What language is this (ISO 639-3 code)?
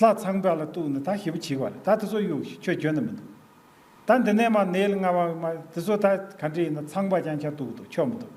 bod